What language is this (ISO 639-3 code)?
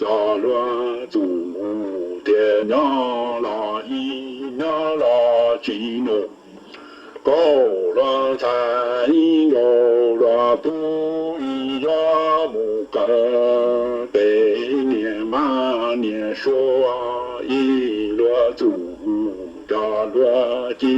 hmn